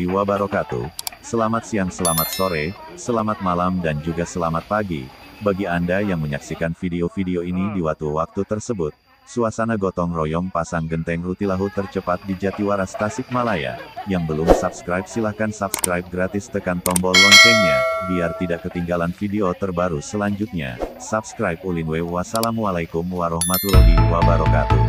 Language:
Indonesian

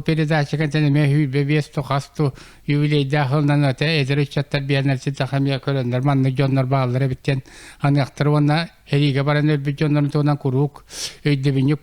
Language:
Yakut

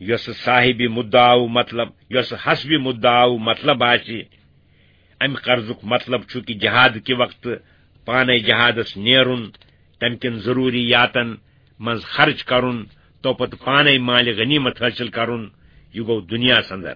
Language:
Kashmiri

